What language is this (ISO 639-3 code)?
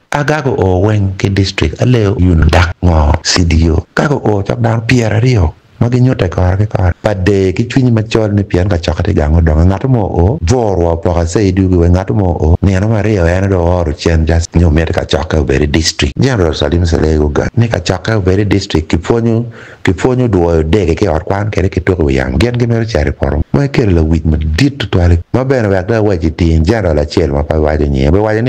ach